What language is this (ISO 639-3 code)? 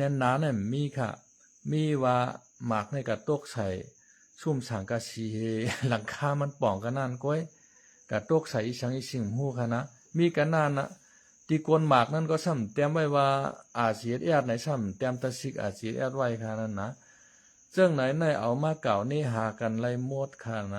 shn